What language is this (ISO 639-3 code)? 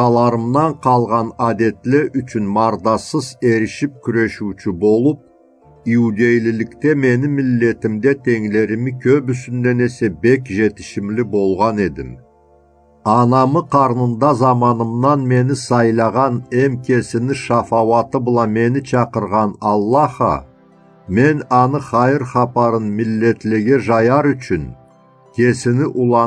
krc